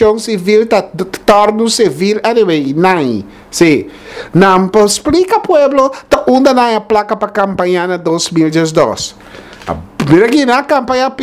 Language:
Papiamento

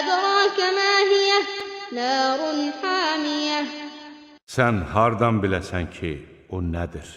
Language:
Azerbaijani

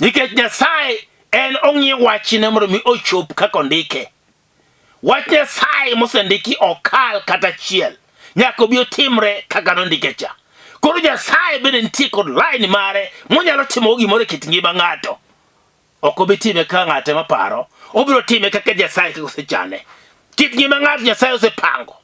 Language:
Luo (Kenya and Tanzania)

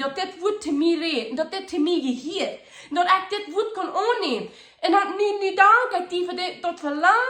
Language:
Plautdietsch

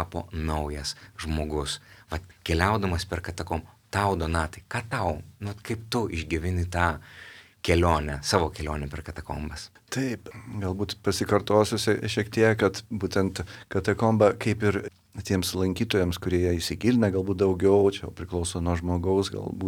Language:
Lithuanian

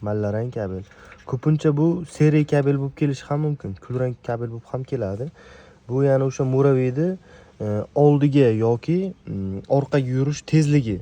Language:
Uzbek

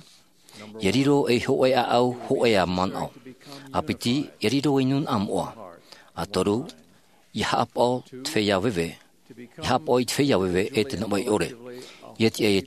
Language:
Tahitian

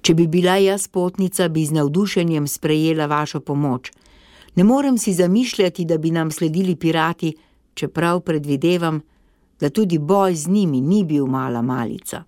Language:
Slovenian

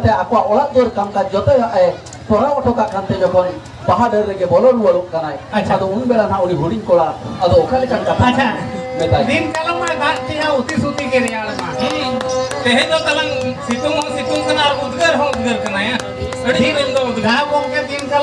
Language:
Santali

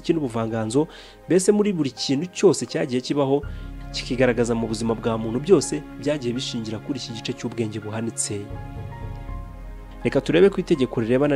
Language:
Kinyarwanda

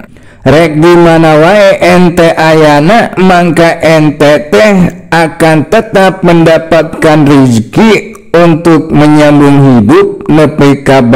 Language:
Sundanese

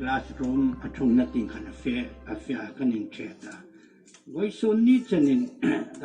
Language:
Hmar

